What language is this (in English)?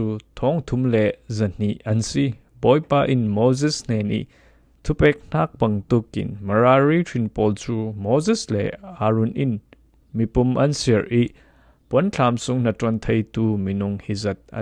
Falam Chin